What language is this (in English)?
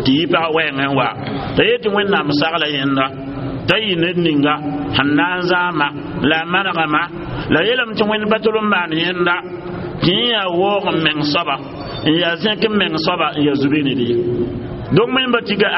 Mossi